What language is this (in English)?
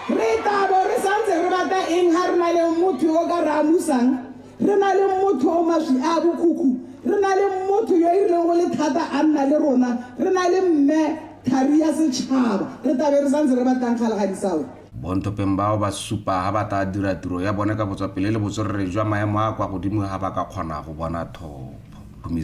Tswana